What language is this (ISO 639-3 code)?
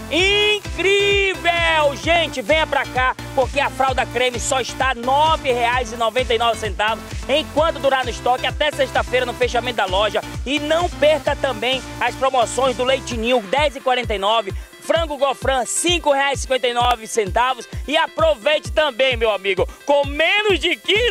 por